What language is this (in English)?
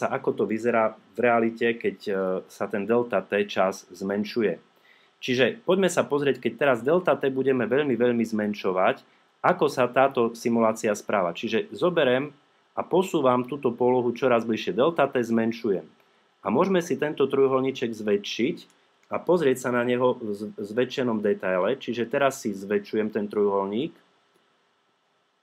Slovak